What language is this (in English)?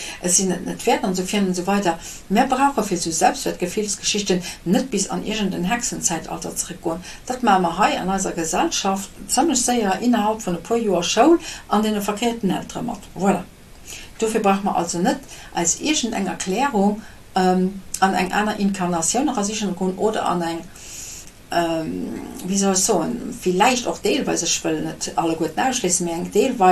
Luxembourgish